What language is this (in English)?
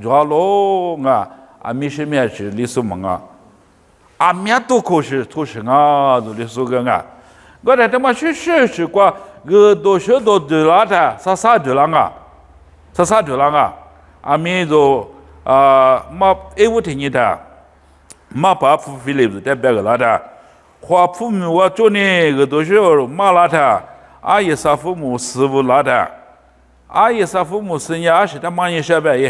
Lisu